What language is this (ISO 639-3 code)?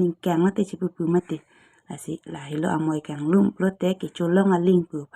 mjw